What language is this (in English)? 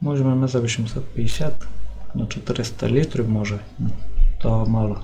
Rusyn